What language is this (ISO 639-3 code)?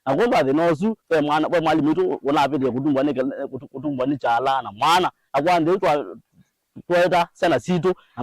kam